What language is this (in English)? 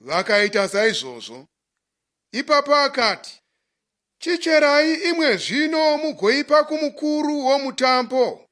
Shona